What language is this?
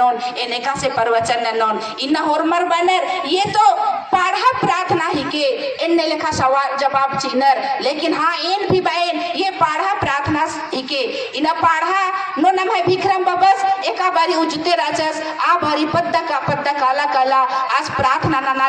Kurukh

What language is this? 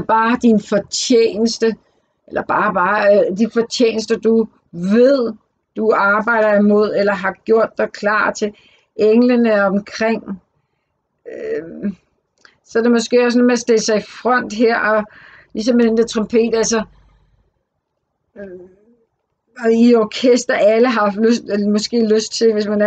Danish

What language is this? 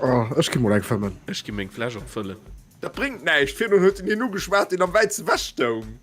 Luxembourgish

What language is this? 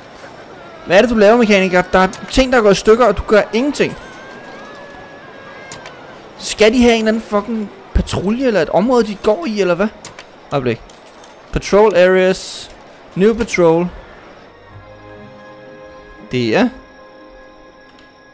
Danish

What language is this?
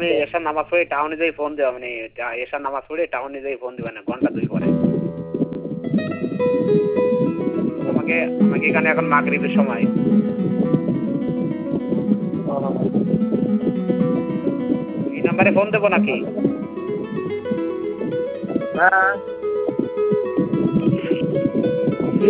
Bangla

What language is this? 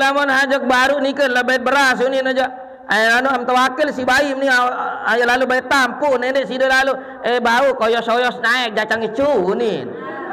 Sasak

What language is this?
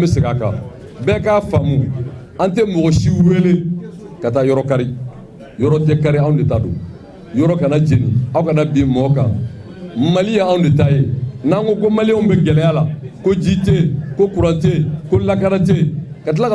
Bambara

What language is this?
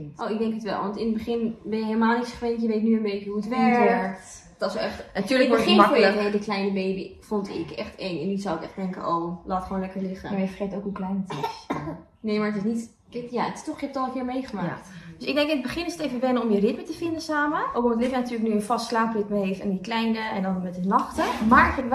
Dutch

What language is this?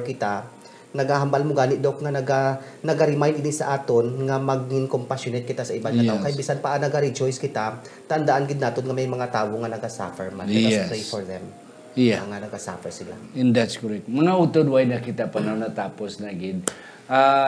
Hiligaynon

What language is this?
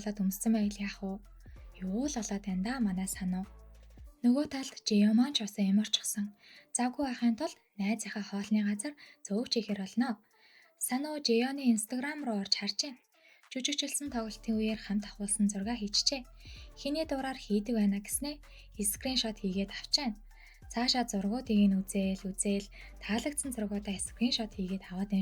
Mongolian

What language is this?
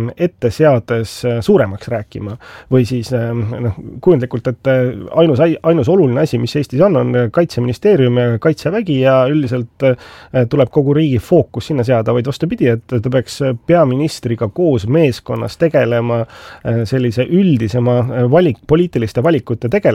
Estonian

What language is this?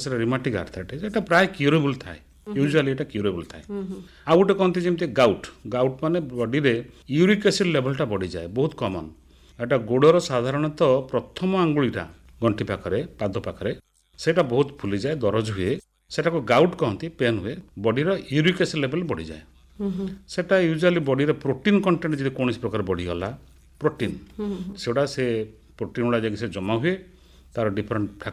Odia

